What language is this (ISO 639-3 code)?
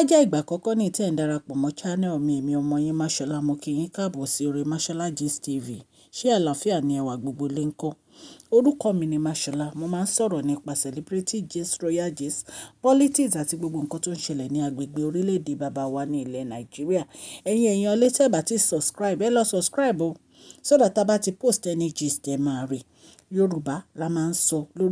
yor